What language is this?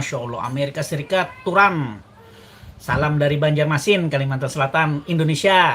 Banjar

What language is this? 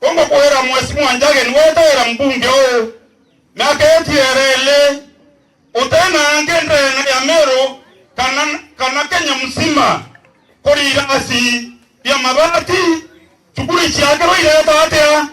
Meru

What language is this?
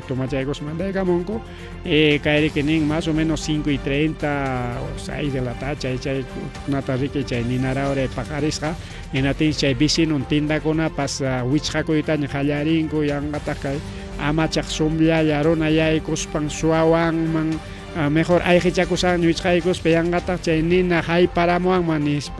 Ayacucho Quechua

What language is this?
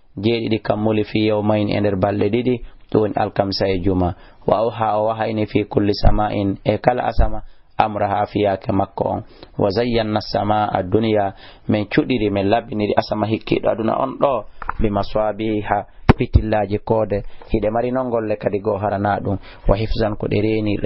Fula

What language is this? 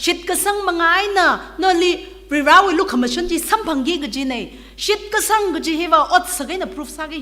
Tangkhul Naga (India)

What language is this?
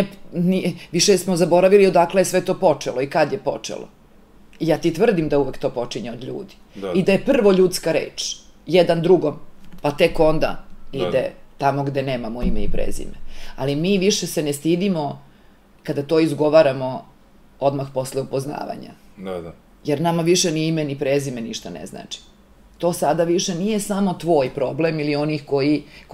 Serbian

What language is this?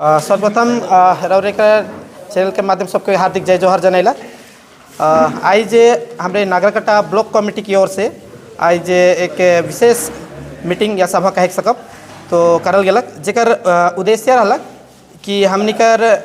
Sadri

